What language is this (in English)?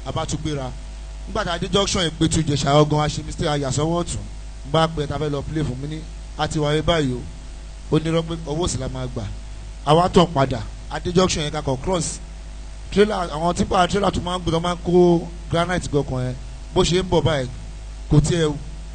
Yoruba